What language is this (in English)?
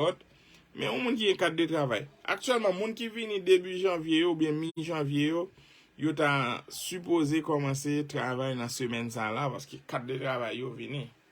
Haitian Creole